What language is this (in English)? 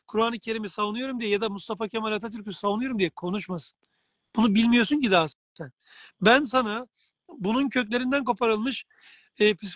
Turkish